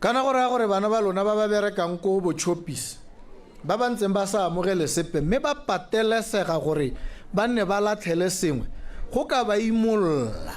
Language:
Tswana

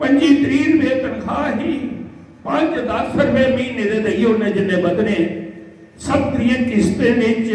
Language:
Dogri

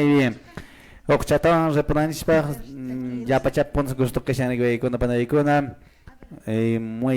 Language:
Quechua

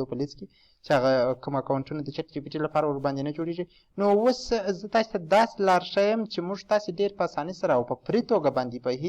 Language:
Pashto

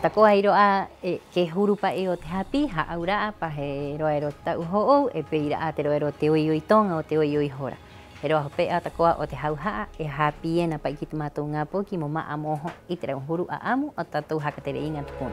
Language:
Rapanui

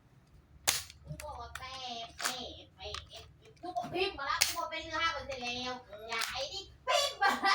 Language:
Lao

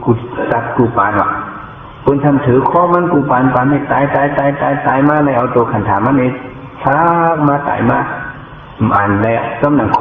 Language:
Shan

